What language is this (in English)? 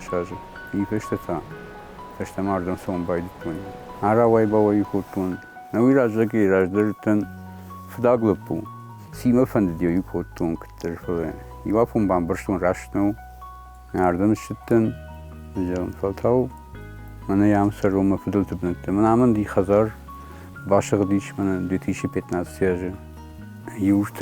Ossetic